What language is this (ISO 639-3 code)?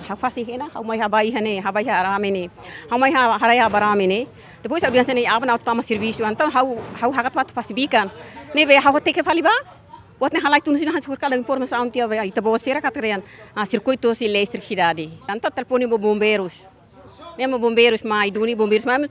tet